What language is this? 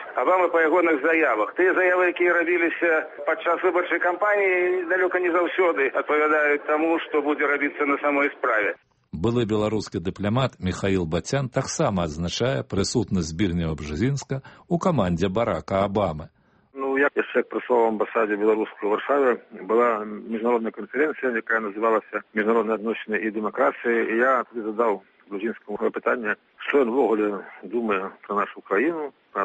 Belarusian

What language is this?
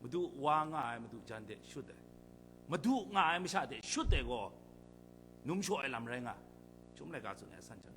Kachin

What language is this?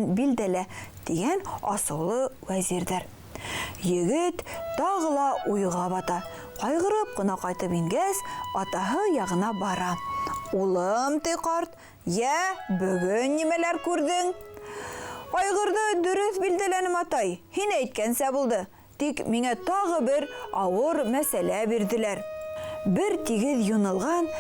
Bashkir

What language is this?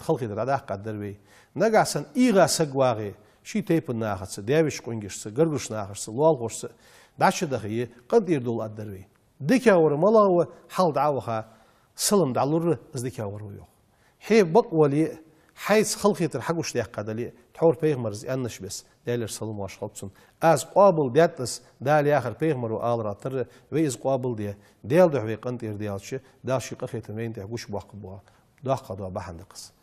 Ingush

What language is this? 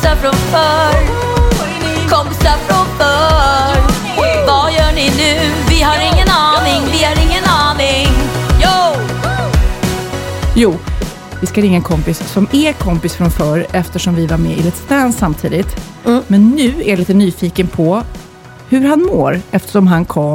Swedish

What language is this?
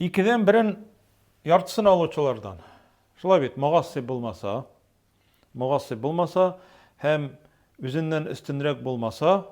Tatar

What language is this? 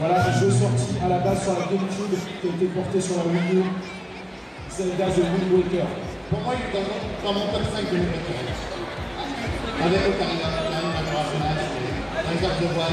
French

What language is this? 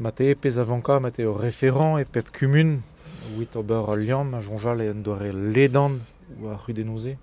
Breton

